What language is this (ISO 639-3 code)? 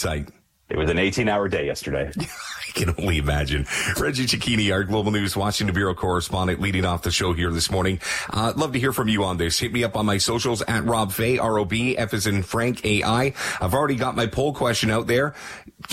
eng